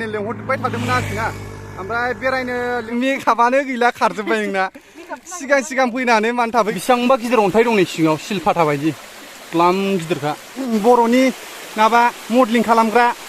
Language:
Bodo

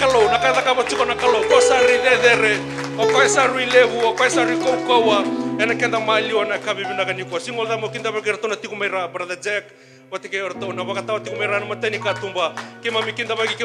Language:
Fijian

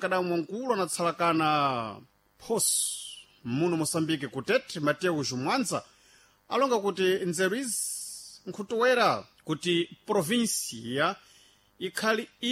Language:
Sena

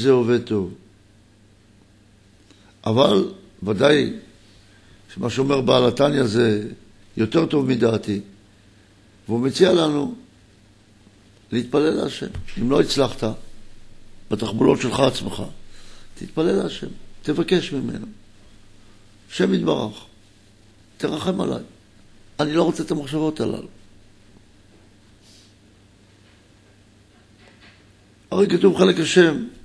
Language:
Hebrew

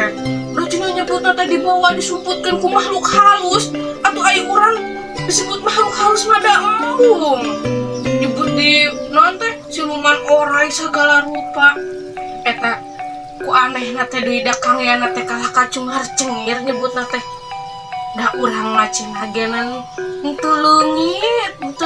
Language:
Sundanese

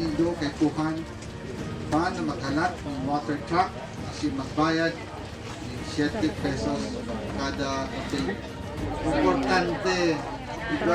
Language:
Bikol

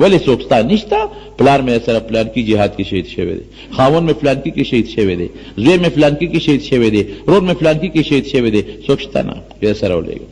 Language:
Pashto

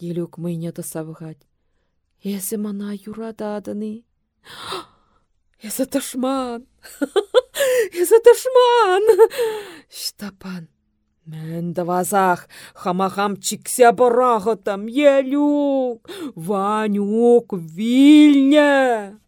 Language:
Chuvash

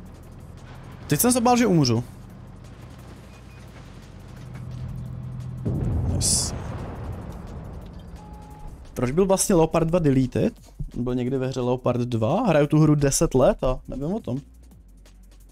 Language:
Czech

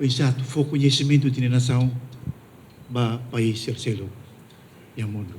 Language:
Tetum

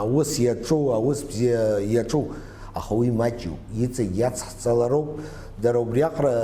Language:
Abkhazian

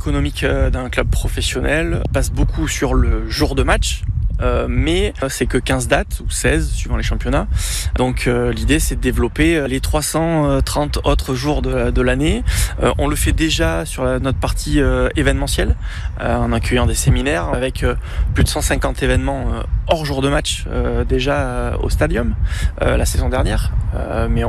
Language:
French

